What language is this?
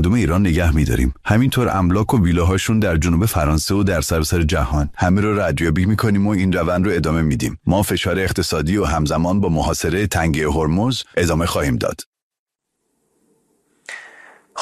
Persian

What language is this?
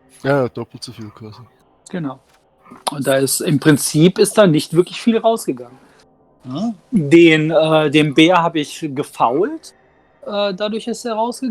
Swiss German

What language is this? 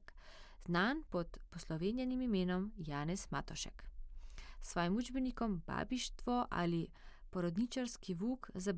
Slovenian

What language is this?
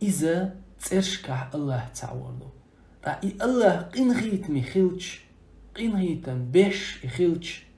Chechen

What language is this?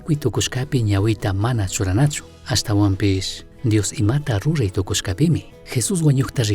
Chimborazo Highland Quichua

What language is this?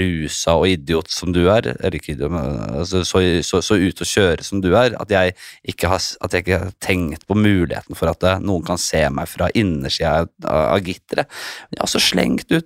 Norwegian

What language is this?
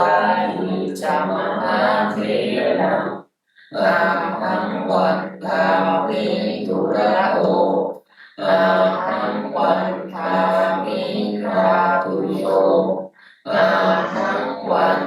Pali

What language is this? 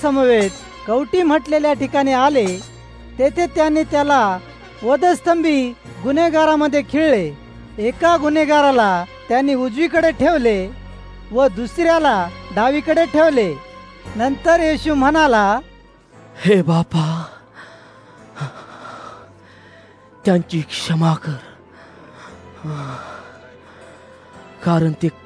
Marathi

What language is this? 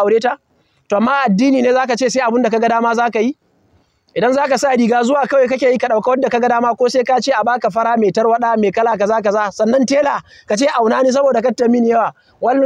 Hausa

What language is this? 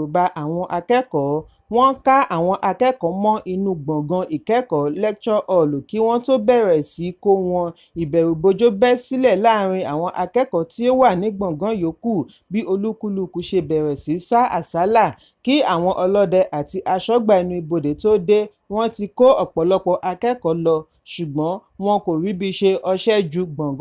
Yoruba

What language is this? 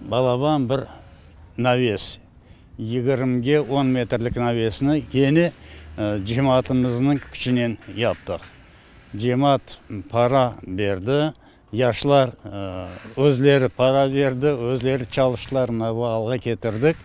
Crimean Tatar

